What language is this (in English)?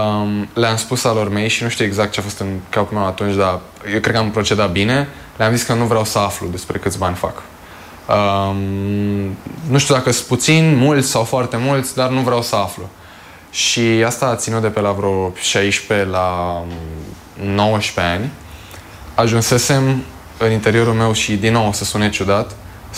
Romanian